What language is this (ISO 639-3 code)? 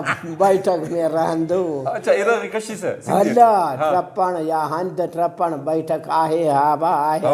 brh